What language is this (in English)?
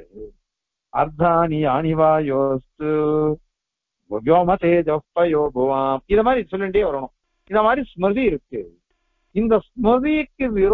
Tamil